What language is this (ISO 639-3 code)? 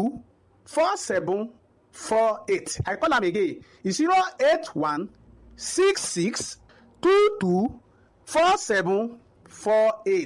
pcm